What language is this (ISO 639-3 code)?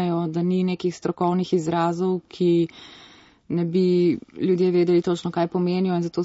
slv